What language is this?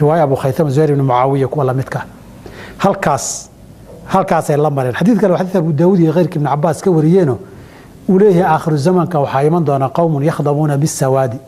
Somali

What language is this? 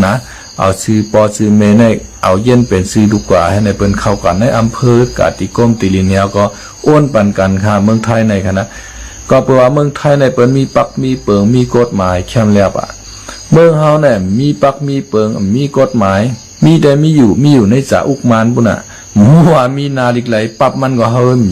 Shan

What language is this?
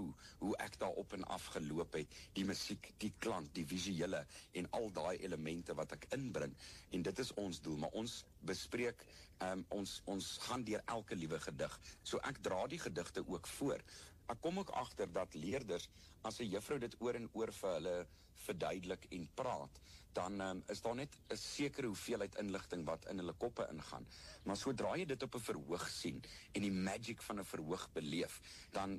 Afrikaans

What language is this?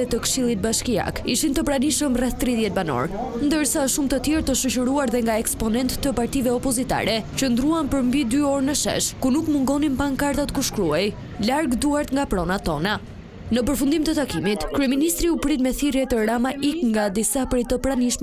Albanian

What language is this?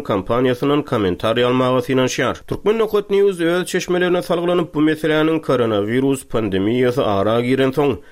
Turkmen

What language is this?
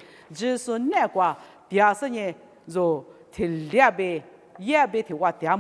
Lisu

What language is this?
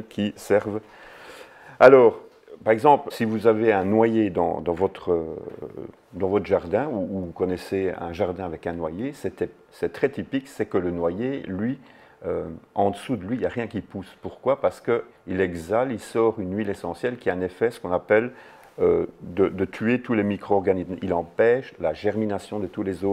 French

